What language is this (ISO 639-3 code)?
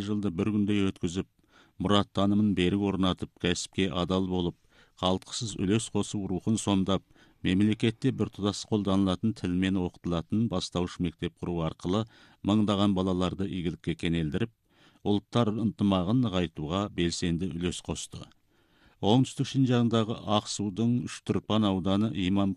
kaz